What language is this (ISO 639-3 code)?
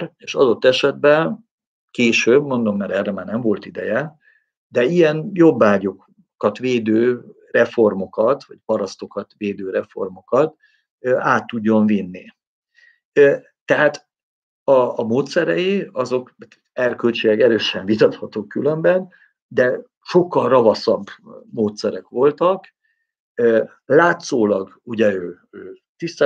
hun